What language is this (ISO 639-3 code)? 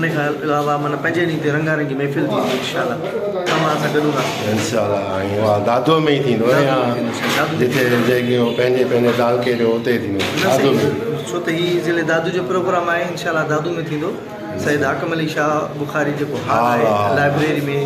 snd